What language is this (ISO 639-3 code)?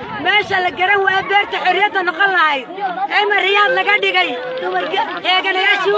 som